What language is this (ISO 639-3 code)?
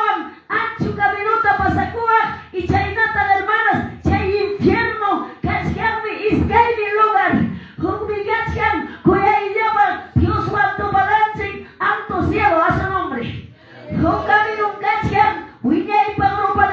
que